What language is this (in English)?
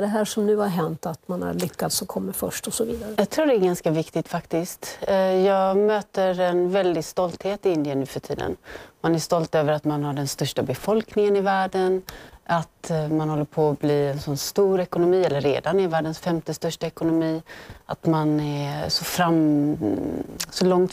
Swedish